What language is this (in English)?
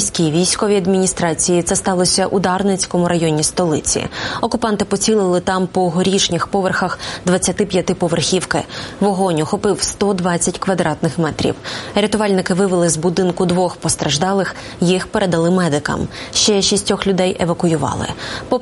Ukrainian